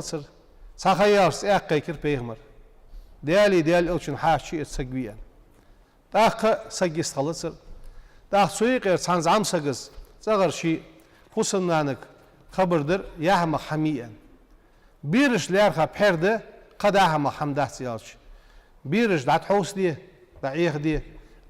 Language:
Ingush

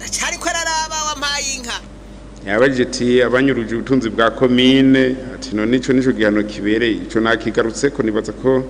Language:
Rundi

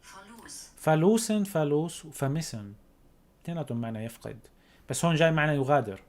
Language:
North Levantine Arabic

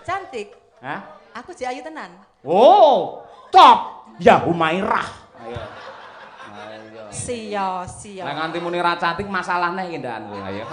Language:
Javanese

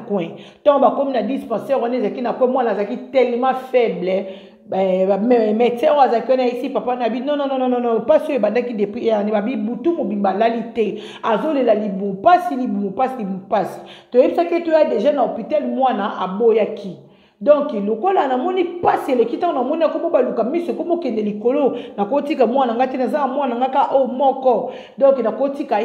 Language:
Lingala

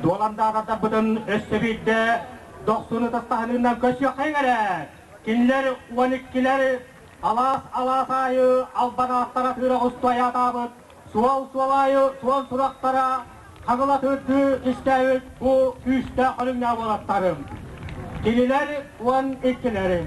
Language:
Yakut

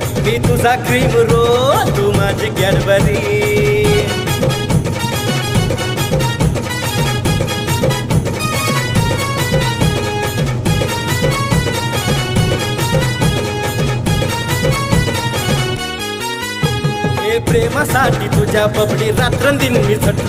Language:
Marathi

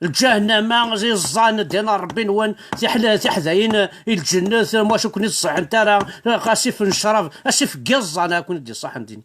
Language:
Kabyle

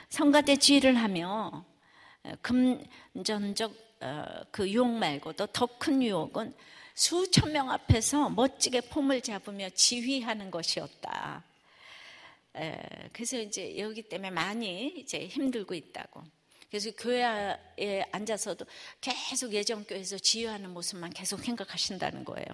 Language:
Korean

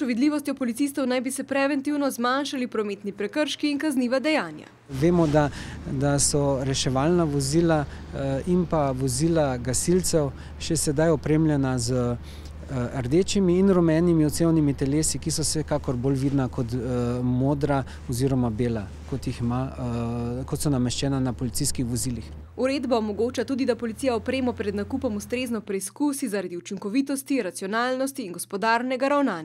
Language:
Slovenian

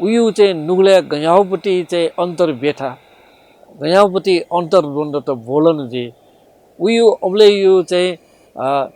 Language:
Newari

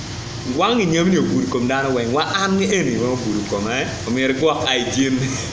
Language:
Acoli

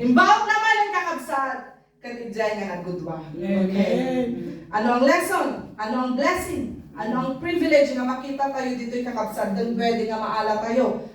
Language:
Iloko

